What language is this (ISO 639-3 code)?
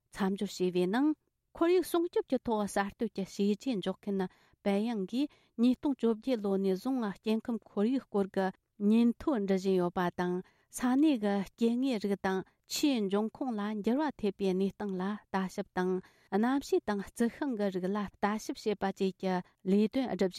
bod